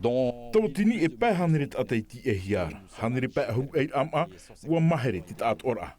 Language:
Tahitian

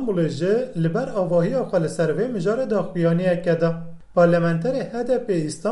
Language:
Kurdish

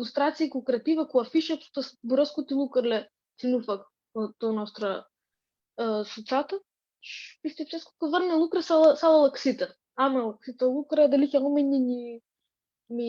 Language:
Aromanian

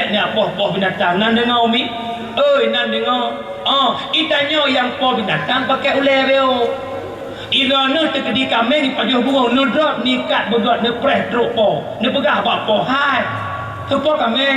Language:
Achinese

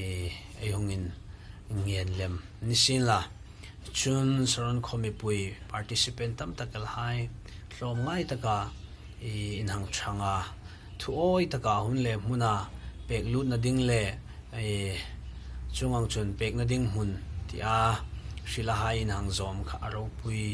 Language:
Hmar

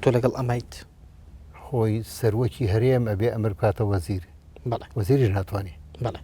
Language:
Central Kurdish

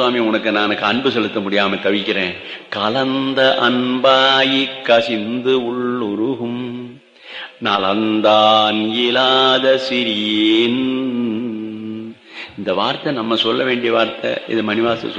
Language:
Tamil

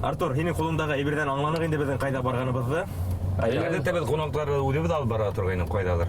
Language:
Bashkir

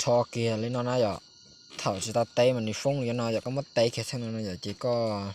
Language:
Hmong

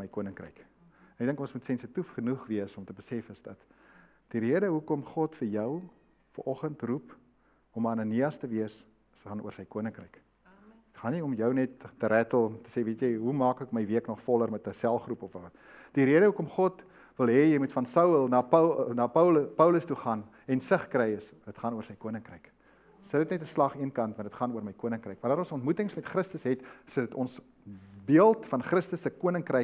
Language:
Afrikaans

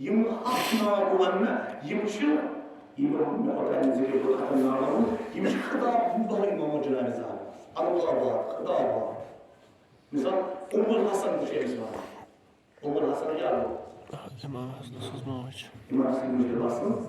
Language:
Kashmiri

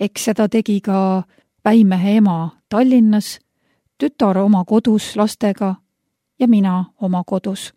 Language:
Estonian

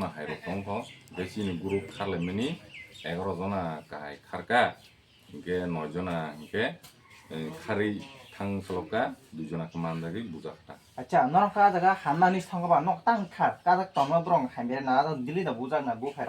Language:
Kok Borok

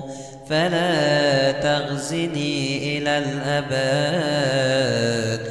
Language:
Arabic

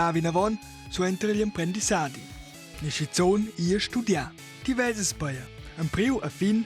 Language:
Romansh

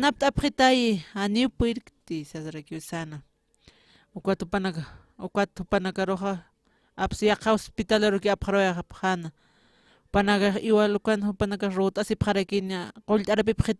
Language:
Aymara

